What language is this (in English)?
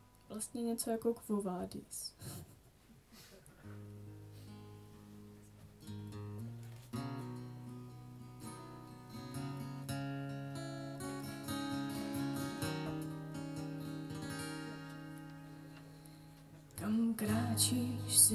Czech